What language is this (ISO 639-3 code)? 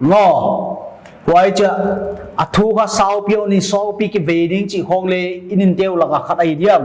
pck